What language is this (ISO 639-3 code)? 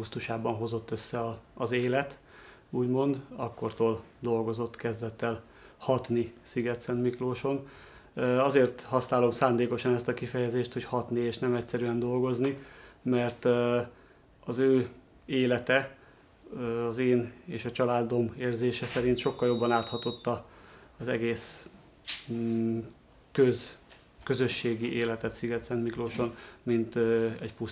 hun